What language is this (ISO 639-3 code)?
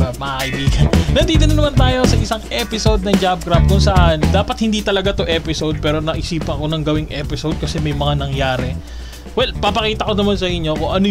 fil